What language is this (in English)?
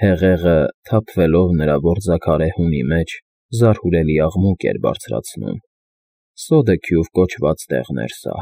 Armenian